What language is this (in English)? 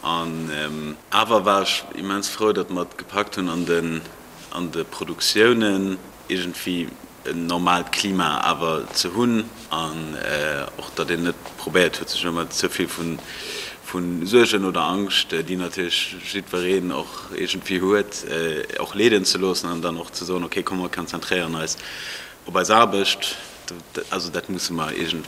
Luxembourgish